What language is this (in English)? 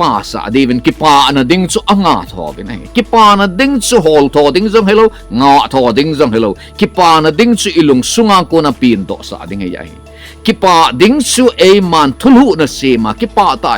Thado Chin